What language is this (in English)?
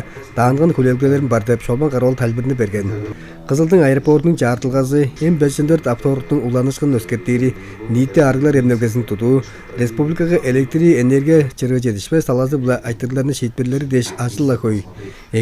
Tuvinian